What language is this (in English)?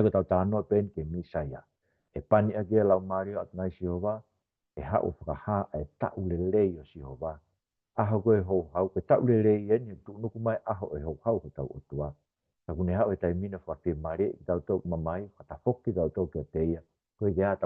Tongan